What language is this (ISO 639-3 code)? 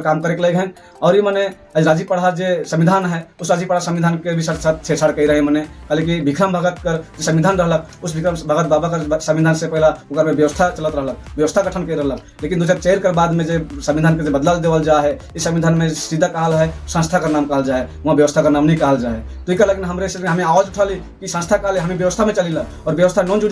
sck